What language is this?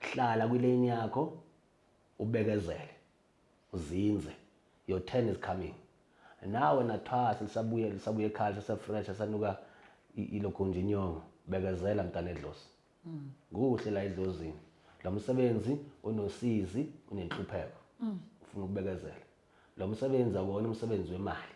Zulu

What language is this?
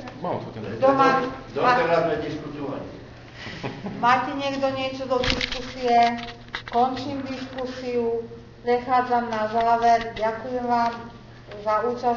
Slovak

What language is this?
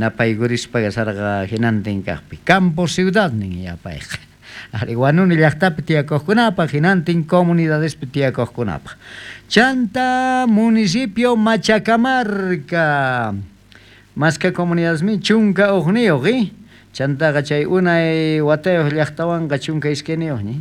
South Bolivian Quechua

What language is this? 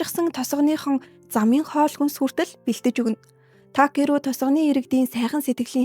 Mongolian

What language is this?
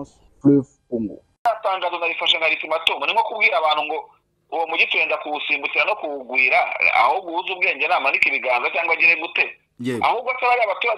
Kinyarwanda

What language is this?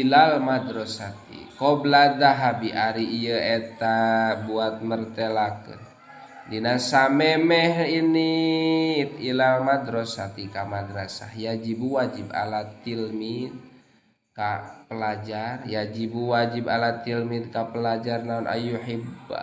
Sundanese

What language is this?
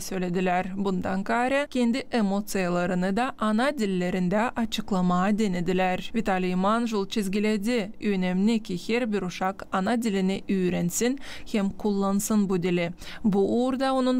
Gagauz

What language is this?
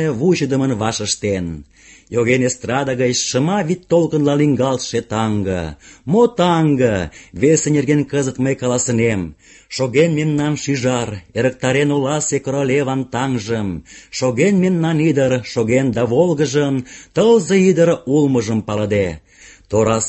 Mari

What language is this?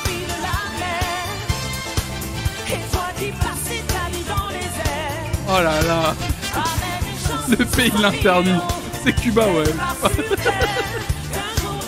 French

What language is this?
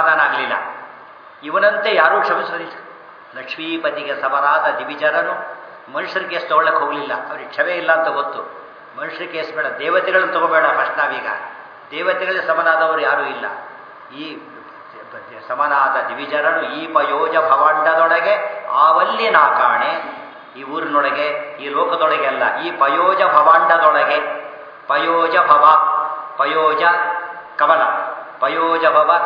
Kannada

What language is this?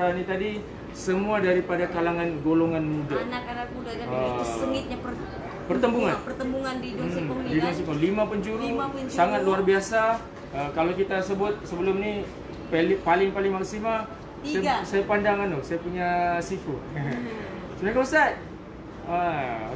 Malay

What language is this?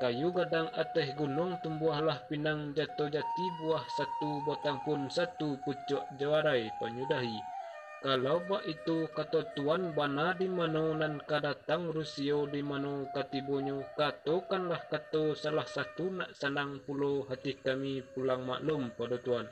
Minangkabau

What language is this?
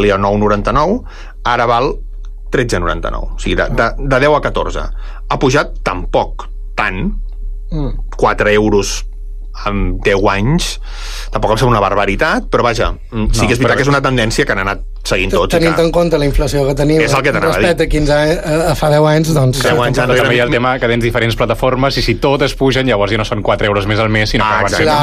Catalan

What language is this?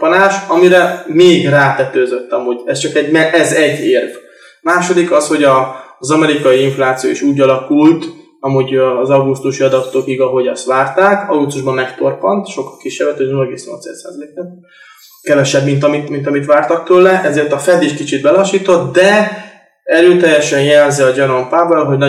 Hungarian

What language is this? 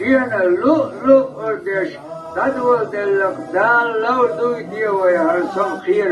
Chechen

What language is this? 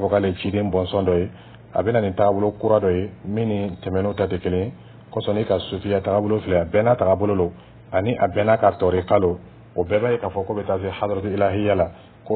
Dyula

